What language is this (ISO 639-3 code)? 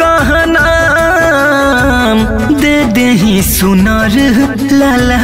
bho